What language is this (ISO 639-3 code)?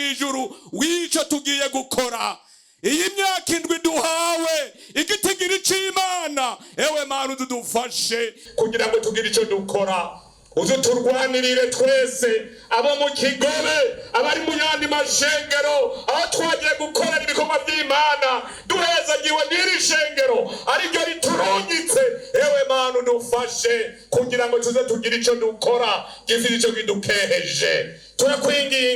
run